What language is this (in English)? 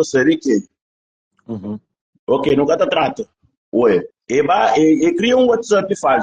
Kabuverdianu